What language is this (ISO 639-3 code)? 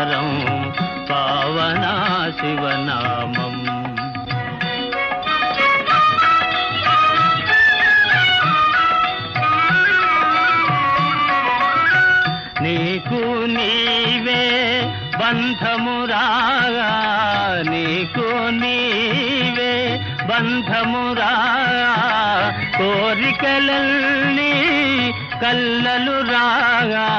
tel